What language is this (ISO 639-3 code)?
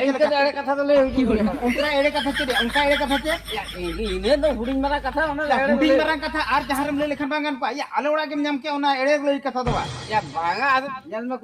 sat